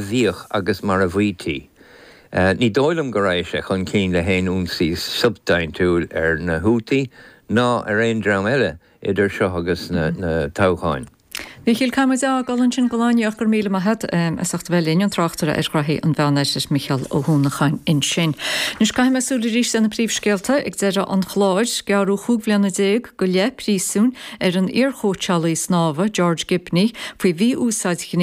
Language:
Irish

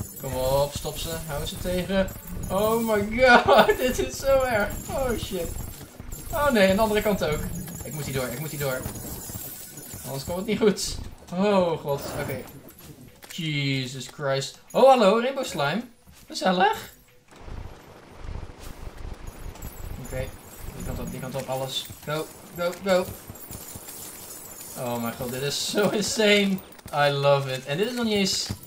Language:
Dutch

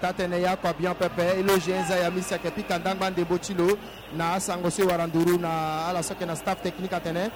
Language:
Sango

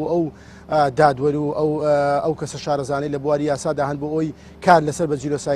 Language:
Central Kurdish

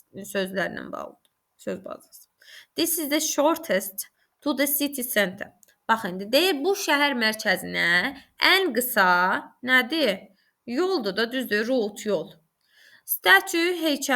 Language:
Azerbaijani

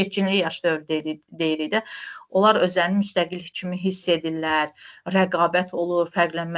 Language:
Azerbaijani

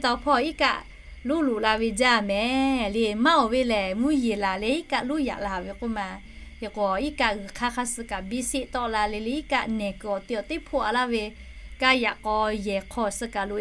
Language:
Lahu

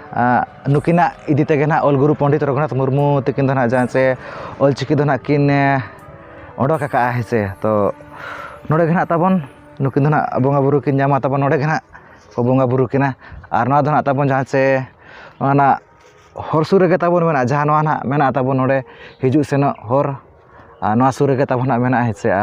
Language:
Santali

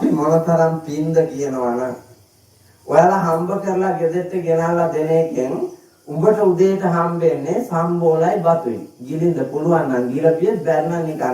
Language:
Sinhala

